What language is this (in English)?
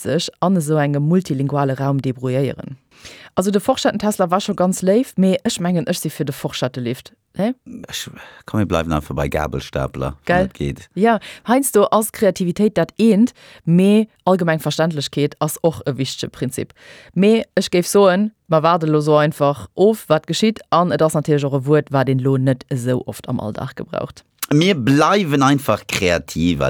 Luxembourgish